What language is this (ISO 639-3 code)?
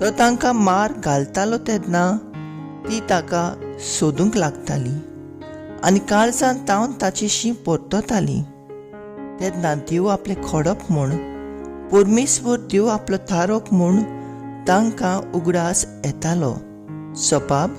kok